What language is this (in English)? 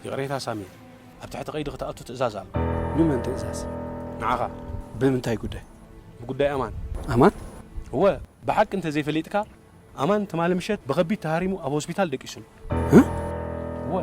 Tigrinya